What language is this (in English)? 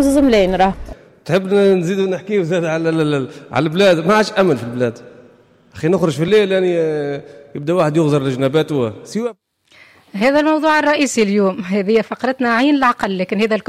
Tunisian Arabic